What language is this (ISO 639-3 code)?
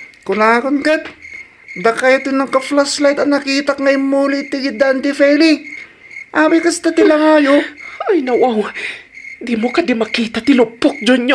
ilo